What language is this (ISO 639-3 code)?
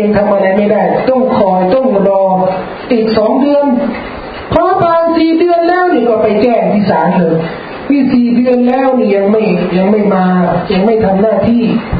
tha